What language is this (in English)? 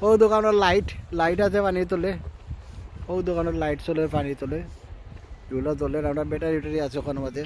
Sylheti